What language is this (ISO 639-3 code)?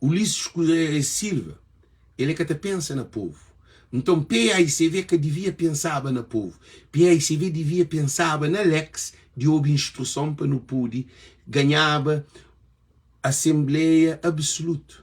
kea